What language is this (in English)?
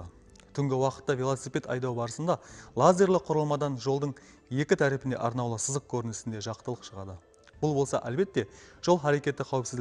Kara-Kalpak